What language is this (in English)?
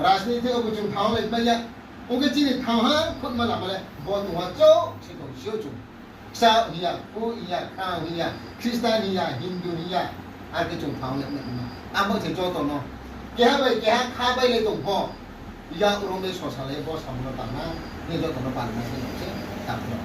Riang (India)